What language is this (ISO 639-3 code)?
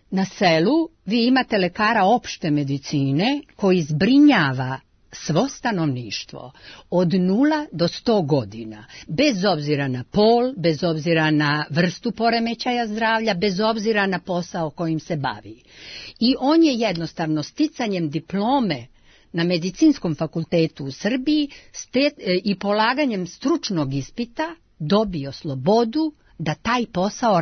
srp